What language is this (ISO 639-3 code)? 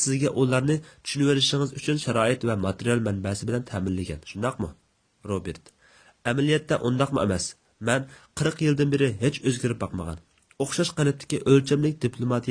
uig